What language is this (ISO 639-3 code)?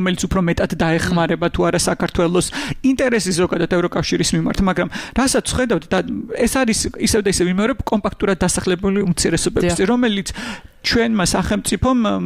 kat